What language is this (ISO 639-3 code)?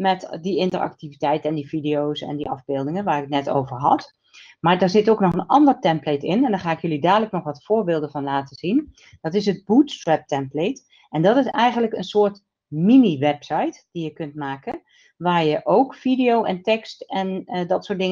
nld